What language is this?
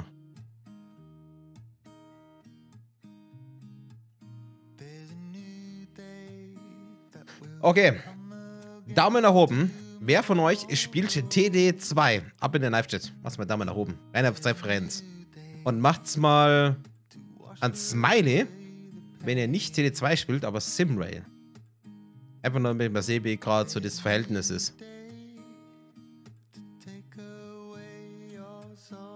German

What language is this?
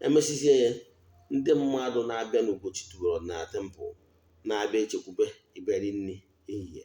Igbo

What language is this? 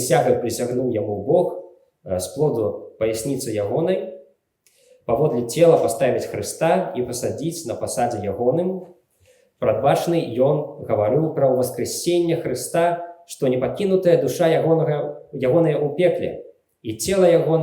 Belarusian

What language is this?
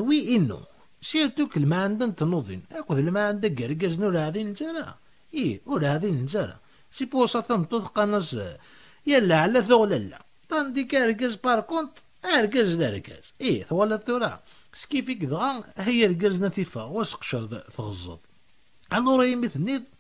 Kabyle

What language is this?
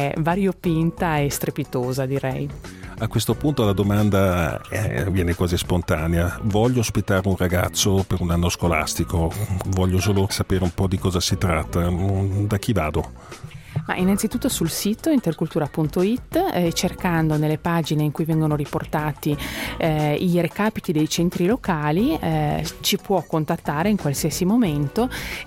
Italian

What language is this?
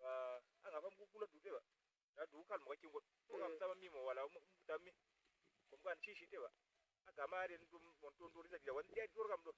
Uduk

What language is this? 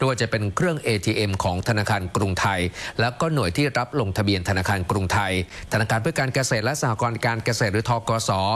Thai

